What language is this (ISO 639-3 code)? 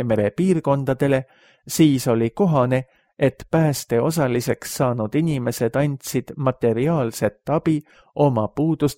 est